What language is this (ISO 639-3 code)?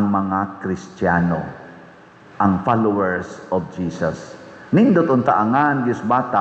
ceb